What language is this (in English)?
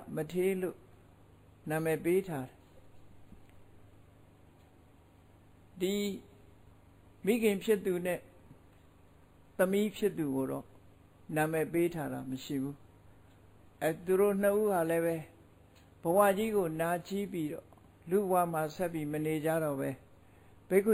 Burmese